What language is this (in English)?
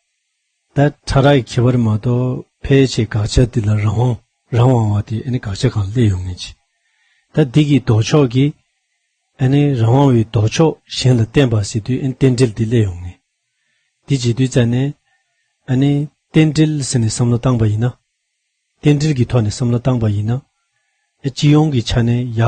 Tibetan